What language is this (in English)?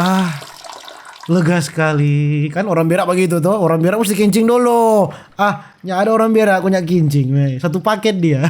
Manado Malay